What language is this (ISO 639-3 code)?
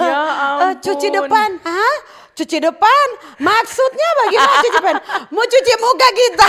xmm